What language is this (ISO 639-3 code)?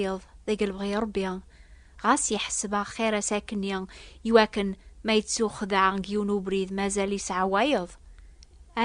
kab